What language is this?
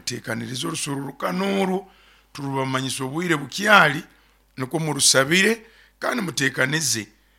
Nyoro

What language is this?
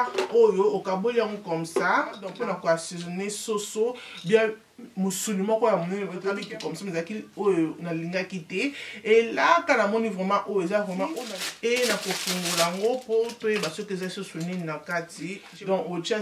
Lingala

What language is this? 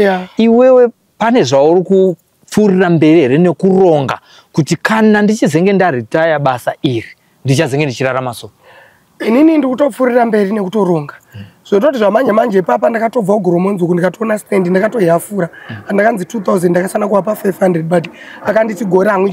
Shona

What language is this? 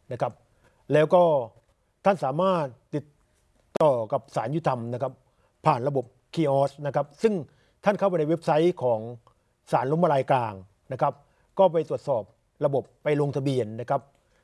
Thai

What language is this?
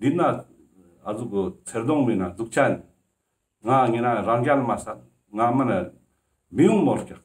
Ladakhi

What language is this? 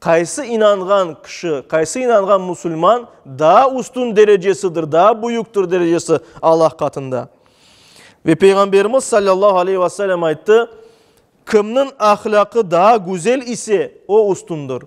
Crimean Tatar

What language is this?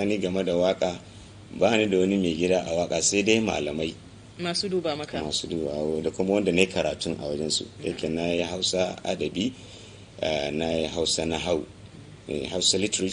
Hausa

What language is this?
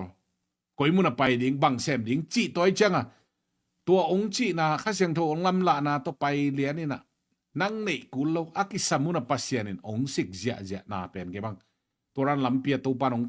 Tedim Chin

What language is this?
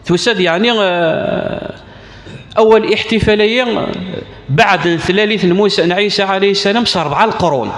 Kabyle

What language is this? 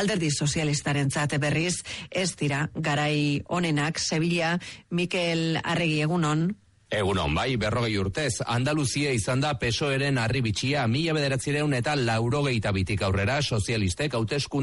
Basque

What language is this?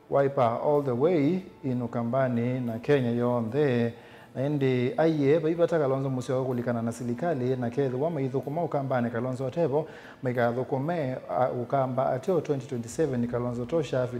Kamba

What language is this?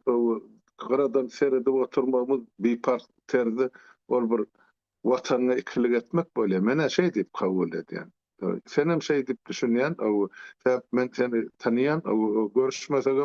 Turkmen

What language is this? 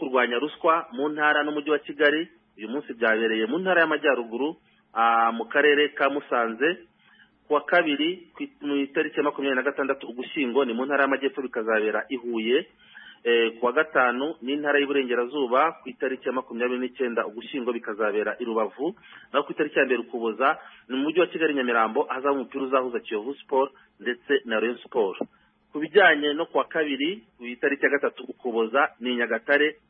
Kinyarwanda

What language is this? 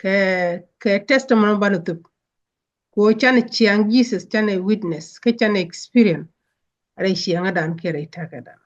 Nuer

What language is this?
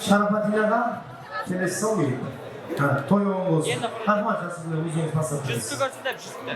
Kara-Kalpak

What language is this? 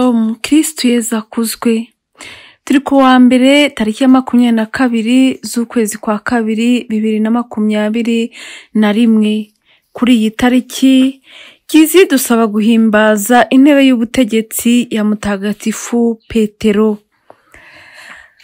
Kinyarwanda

